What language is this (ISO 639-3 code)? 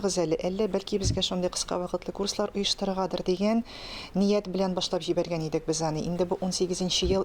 tat